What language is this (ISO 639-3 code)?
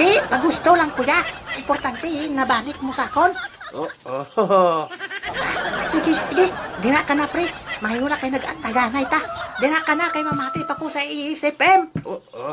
hil